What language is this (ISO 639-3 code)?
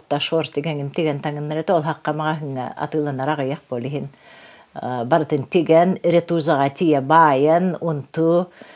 sah